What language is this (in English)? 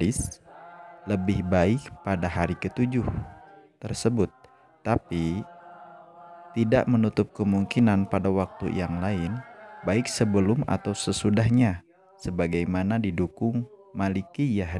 Indonesian